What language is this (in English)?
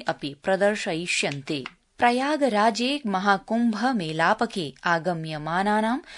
Sanskrit